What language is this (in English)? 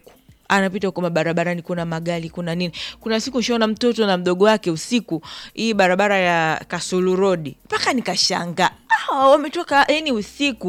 Swahili